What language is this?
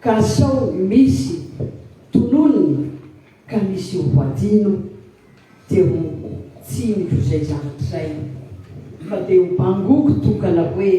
Malagasy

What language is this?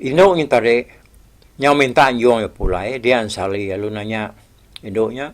Iban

